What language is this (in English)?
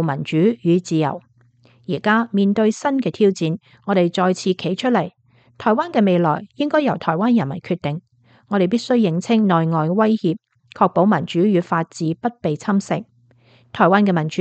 Cantonese